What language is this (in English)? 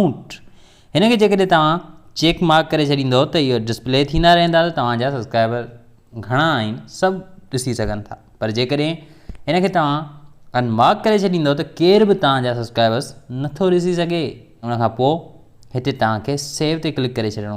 Sindhi